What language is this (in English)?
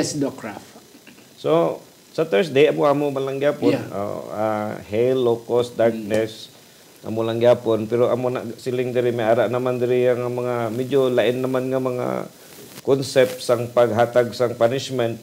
Hiligaynon